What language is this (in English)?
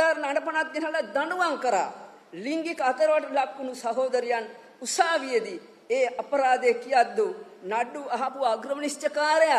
Sinhala